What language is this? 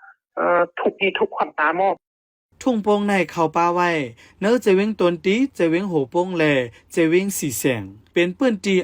Shan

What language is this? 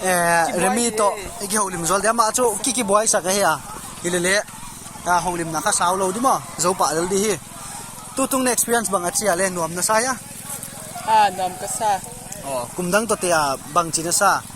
Tedim Chin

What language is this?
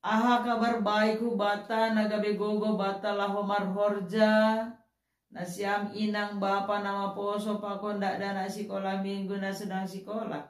Batak Simalungun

